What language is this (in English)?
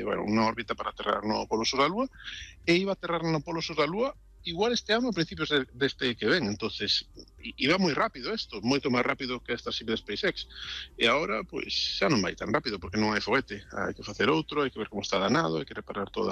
Galician